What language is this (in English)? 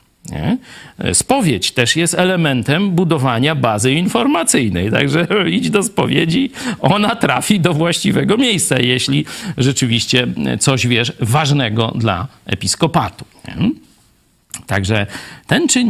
Polish